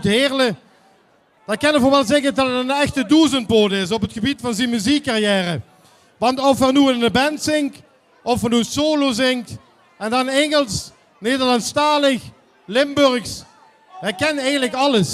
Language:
Limburgish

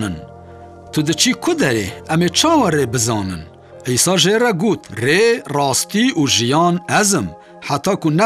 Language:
Kurdish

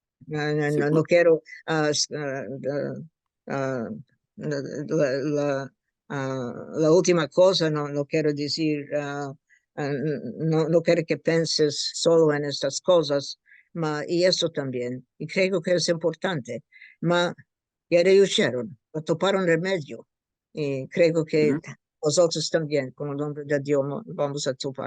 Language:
Ladino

